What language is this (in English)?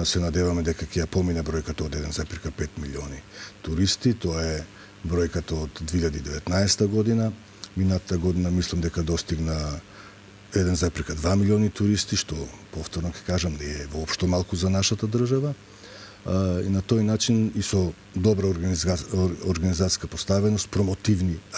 Macedonian